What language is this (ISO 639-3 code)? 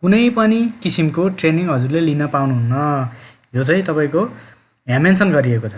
nep